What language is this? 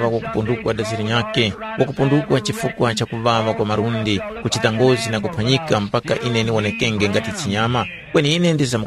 Tumbuka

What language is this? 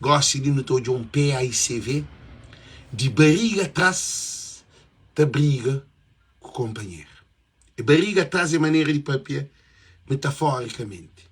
Kabuverdianu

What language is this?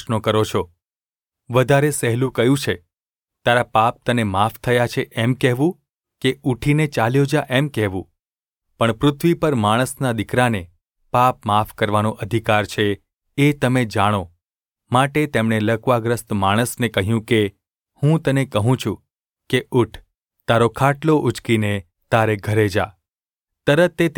Gujarati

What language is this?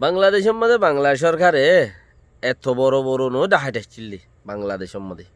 Rohingya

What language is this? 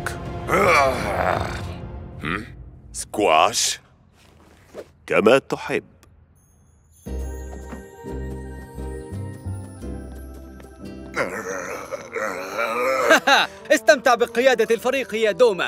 Arabic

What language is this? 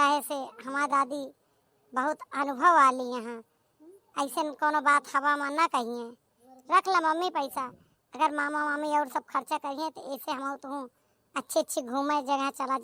Awadhi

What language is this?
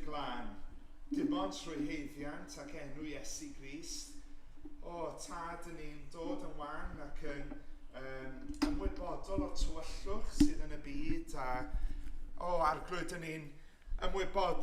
Welsh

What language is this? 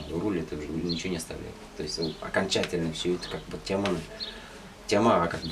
Bashkir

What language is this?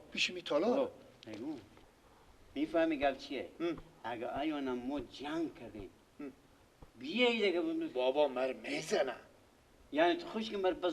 Persian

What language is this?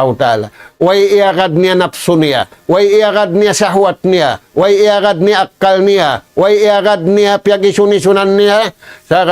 Tausug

